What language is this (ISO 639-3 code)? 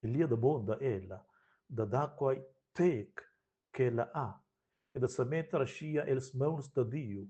roh